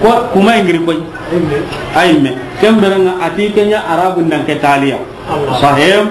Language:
Soninke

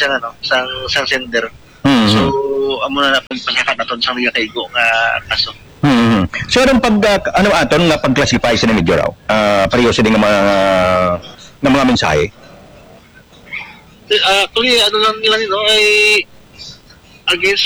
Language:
Hiligaynon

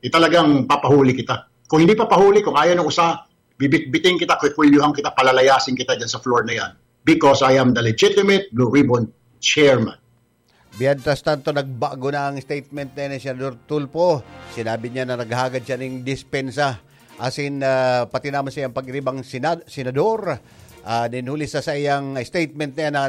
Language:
Bikol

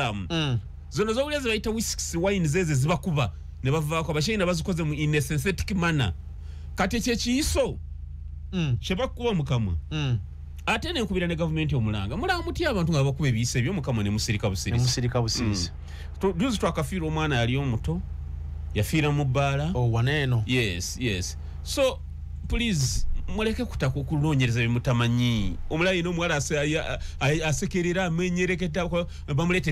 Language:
Ganda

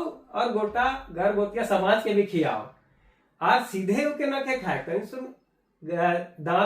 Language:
Sadri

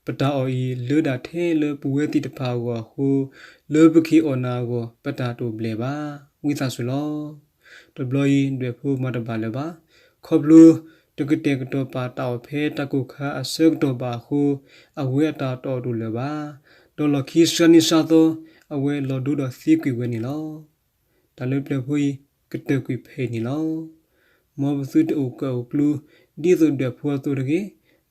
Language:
S'gaw Karen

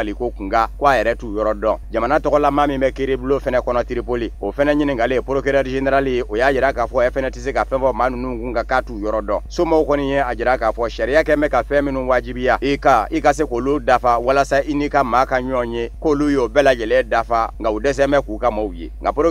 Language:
Bambara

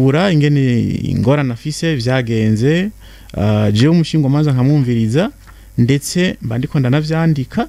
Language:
Rundi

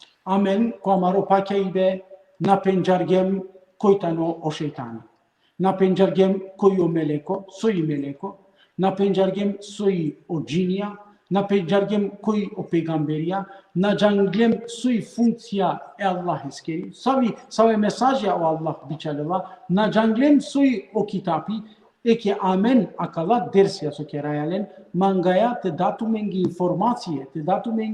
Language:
Balkan Romani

